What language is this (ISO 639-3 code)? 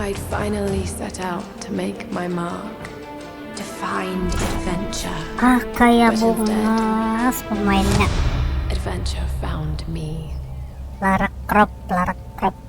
bjn